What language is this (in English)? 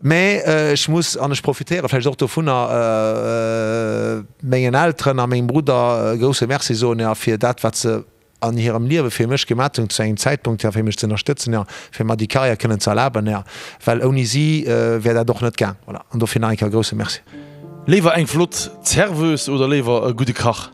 Luxembourgish